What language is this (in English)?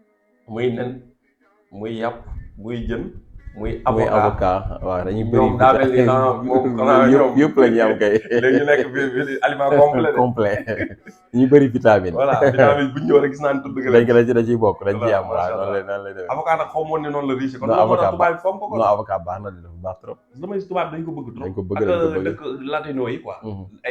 Wolof